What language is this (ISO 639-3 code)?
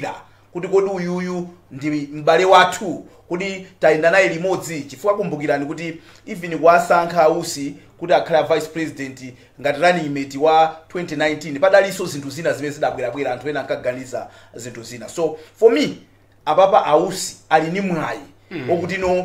nya